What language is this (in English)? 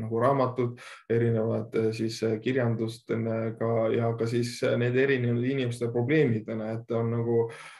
Estonian